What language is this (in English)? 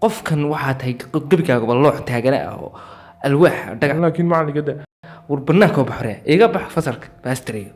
Somali